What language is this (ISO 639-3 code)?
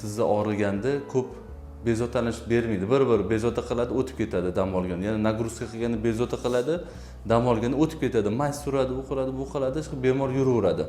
uzb